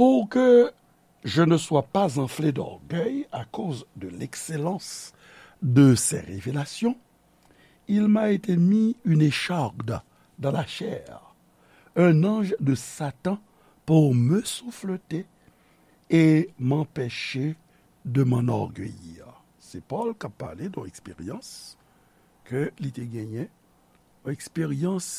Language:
Haitian Creole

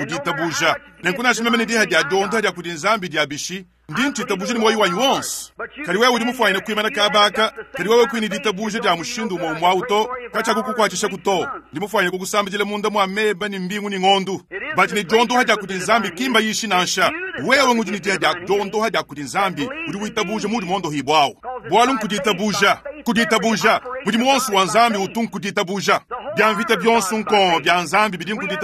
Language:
Luba-Lulua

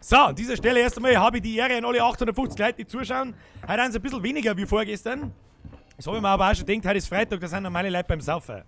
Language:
Bavarian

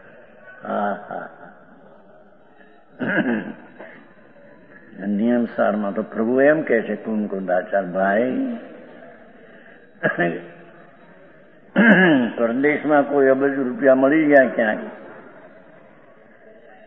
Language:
Gujarati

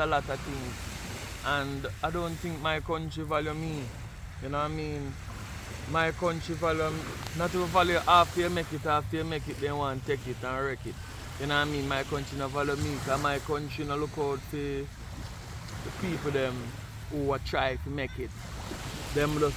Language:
Jamaican Creole English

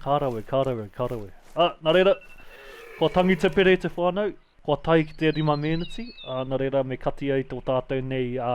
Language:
Māori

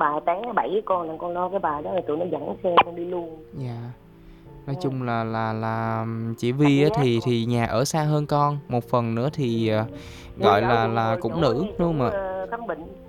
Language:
Vietnamese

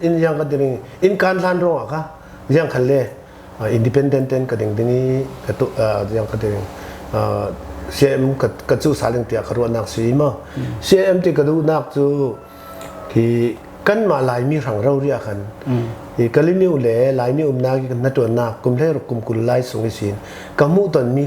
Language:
Falam Chin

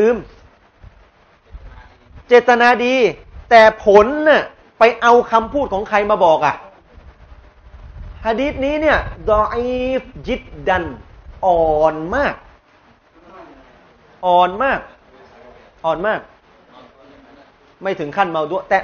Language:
Thai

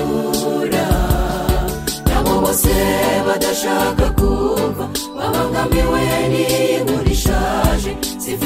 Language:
Kinyarwanda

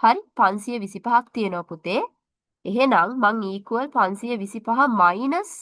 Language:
Sinhala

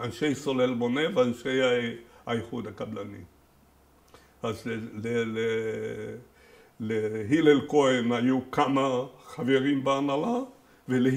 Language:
Hebrew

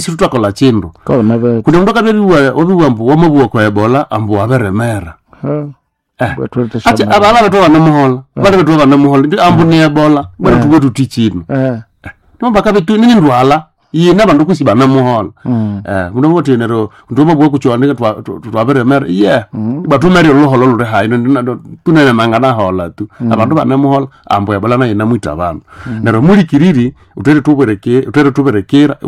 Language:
Nande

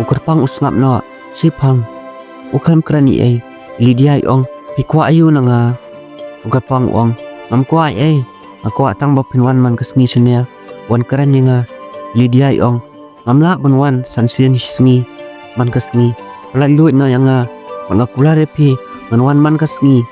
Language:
Khasi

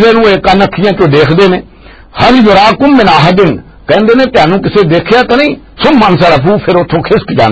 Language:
Western Panjabi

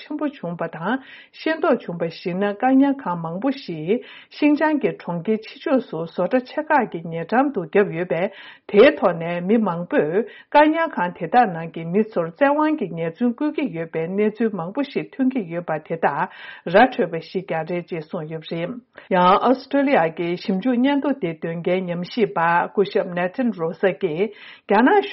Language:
Tibetan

